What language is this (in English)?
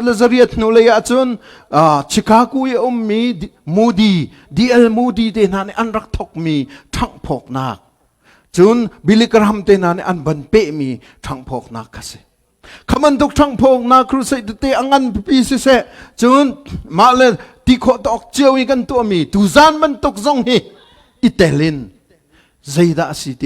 Hakha Chin